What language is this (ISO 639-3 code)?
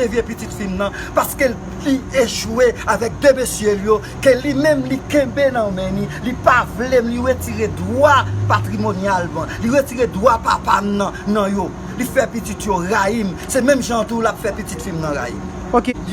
hat